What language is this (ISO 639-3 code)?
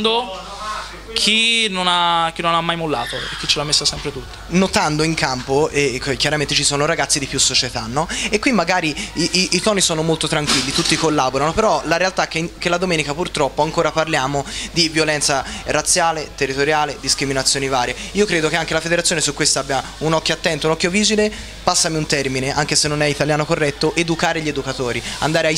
ita